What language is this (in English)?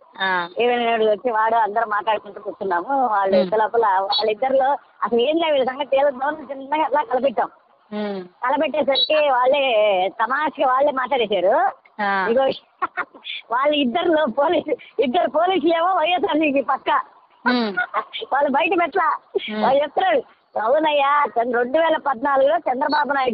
Telugu